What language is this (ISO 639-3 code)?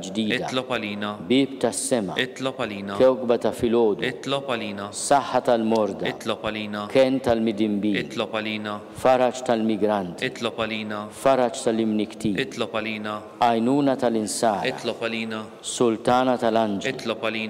mlt